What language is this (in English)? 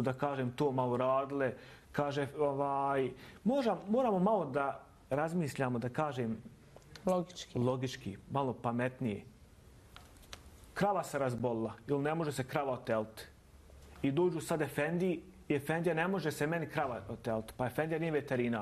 Bosnian